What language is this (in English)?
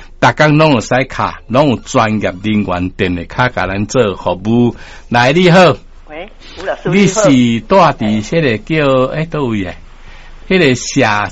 Min Nan Chinese